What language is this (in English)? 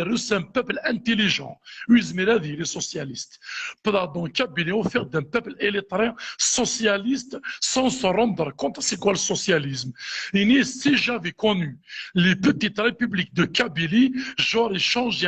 Kabyle